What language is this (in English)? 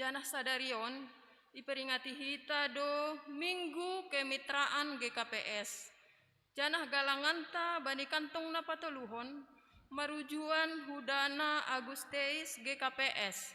Batak Simalungun